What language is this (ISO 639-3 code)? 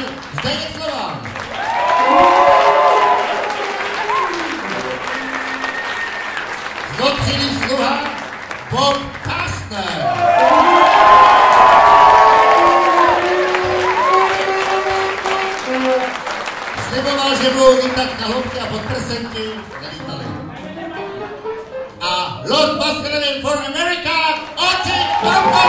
ces